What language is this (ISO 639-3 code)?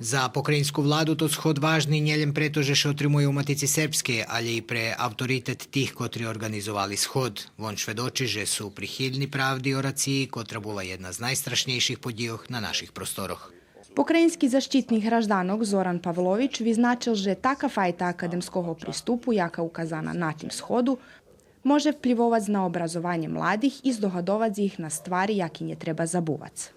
rue